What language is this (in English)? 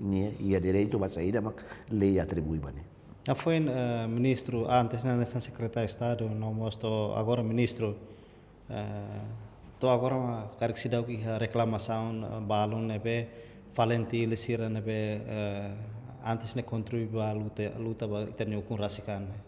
Tetum